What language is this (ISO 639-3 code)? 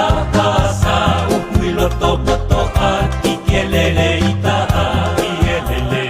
ton